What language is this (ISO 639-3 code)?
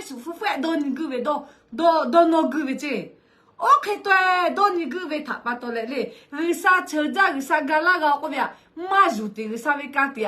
lhu